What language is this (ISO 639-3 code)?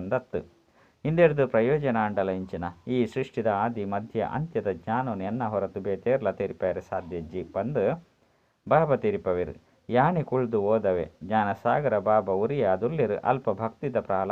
tcy